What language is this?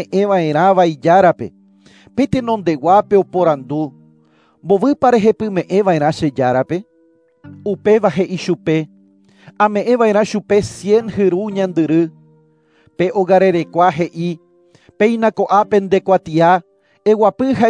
Guarani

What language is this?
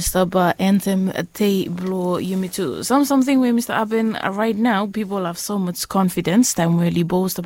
Bislama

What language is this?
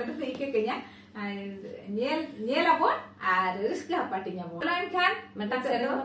Santali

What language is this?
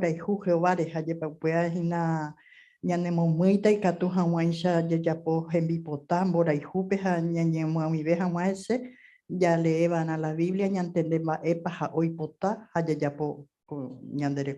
Guarani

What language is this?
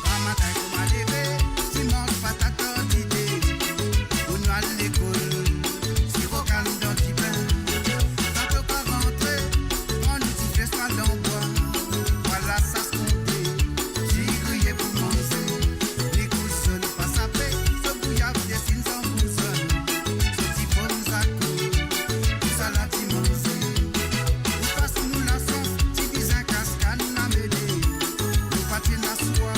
Morisyen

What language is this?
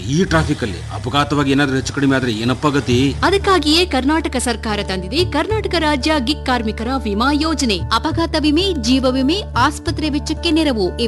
Kannada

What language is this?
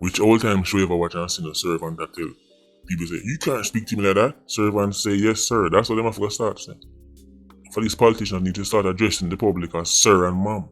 Jamaican Creole English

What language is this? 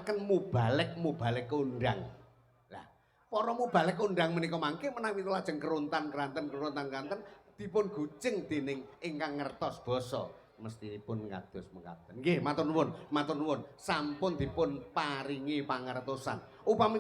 Javanese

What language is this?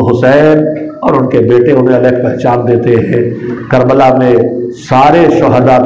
Urdu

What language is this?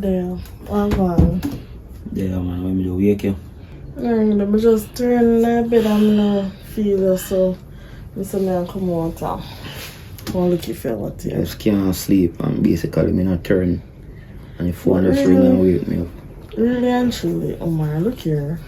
Jamaican Creole English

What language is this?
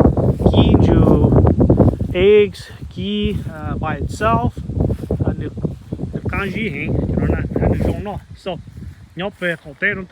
Hmong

